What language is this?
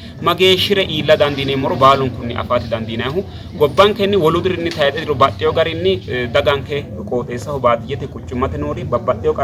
Sidamo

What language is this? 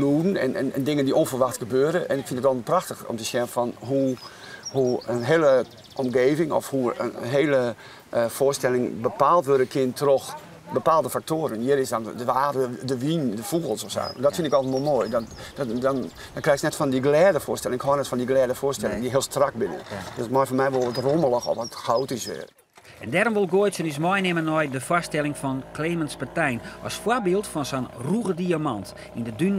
Western Frisian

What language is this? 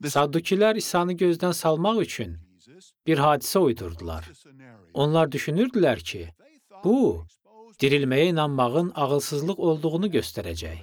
Azerbaijani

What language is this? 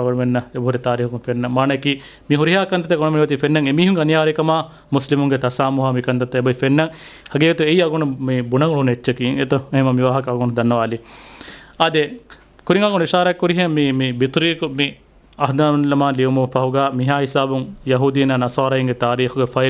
Divehi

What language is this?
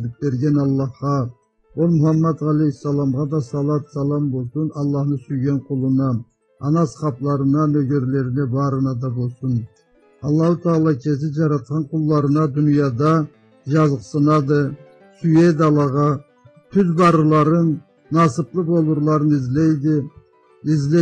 Karachay-Balkar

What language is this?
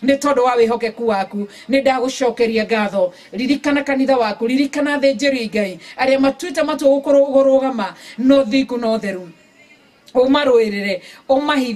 Kikuyu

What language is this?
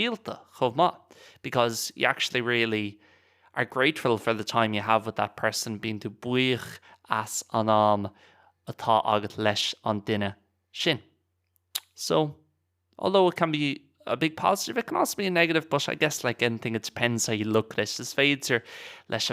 Irish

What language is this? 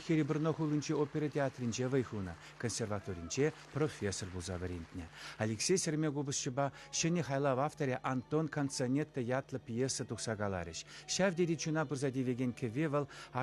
Chuvash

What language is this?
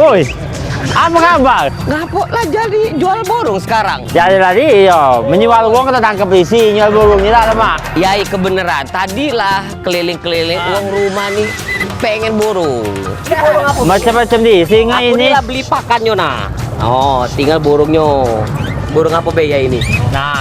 Musi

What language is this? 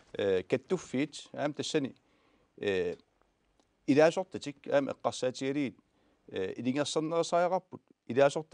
Kalaallisut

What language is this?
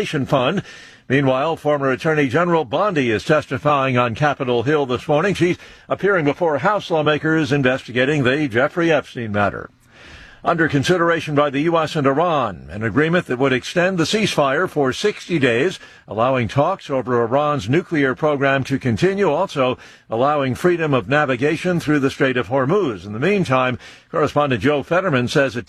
English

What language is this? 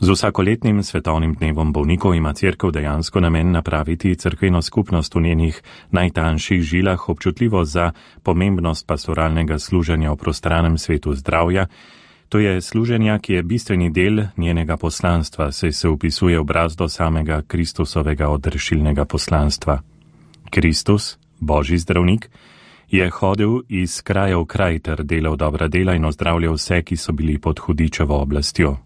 Slovenian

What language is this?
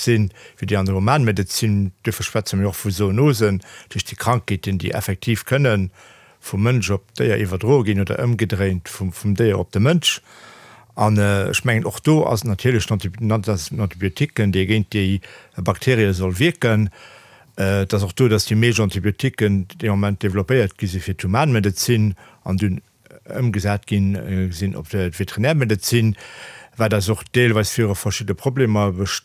Luxembourgish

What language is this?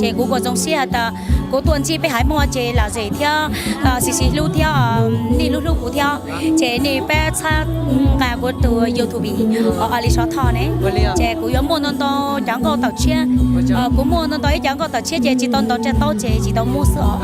Hmong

